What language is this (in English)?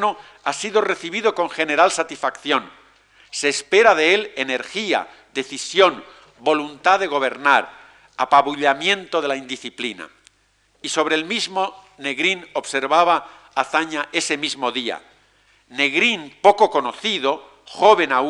Spanish